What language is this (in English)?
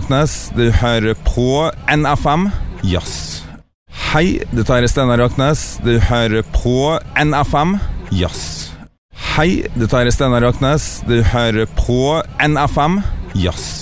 Norwegian